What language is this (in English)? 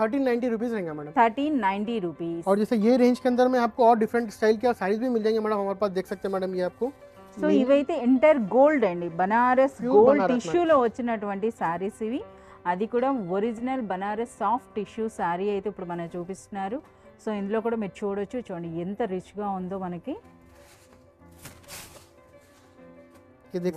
Telugu